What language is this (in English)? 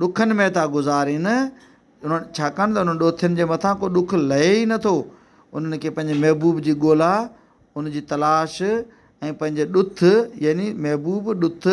Sindhi